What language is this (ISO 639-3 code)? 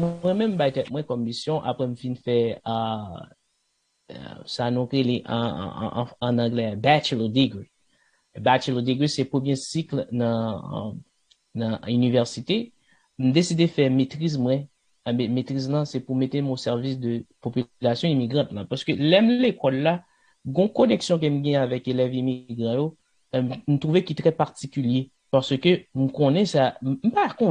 hat